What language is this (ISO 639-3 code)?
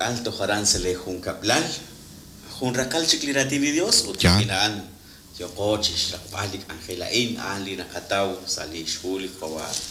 kek